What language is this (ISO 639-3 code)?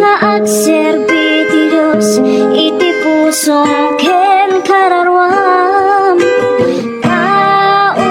ilo